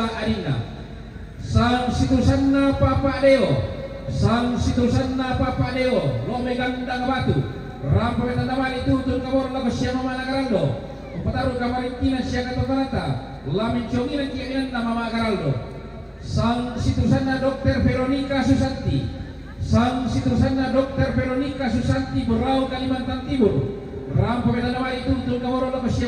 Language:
Toraja-Sa'dan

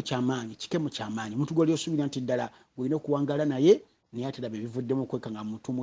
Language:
Ganda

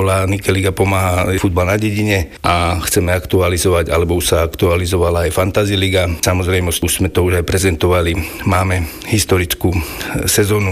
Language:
Slovak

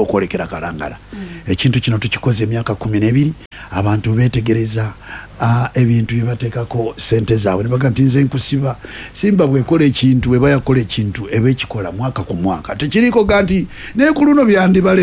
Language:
Ganda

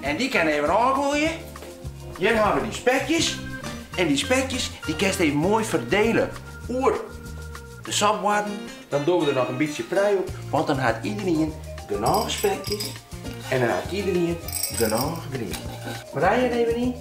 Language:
Western Frisian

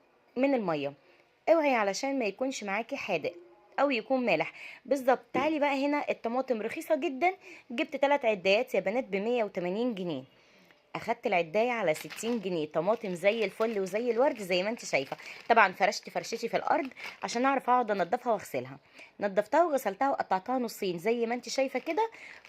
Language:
Egyptian Arabic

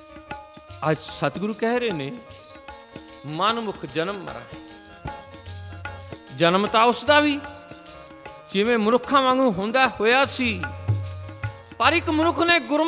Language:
Punjabi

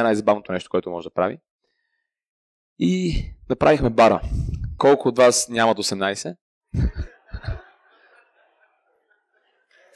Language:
Bulgarian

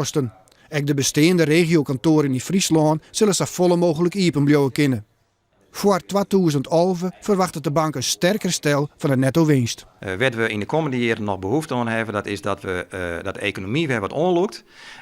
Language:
Western Frisian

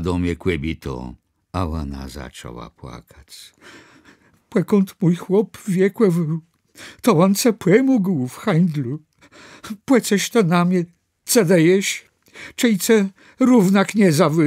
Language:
Kashubian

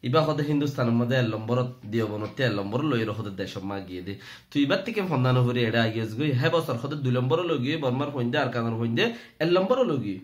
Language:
Rohingya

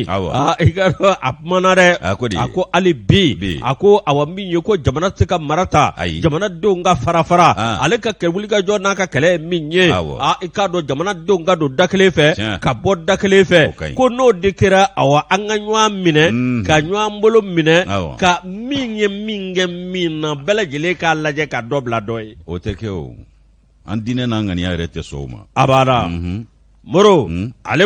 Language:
Bambara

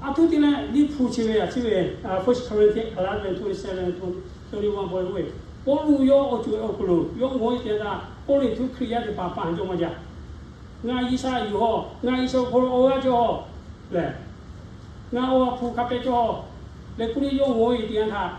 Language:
Lahu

